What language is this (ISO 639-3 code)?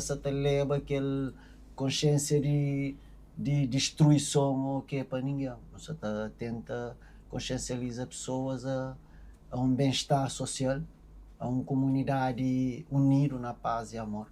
kea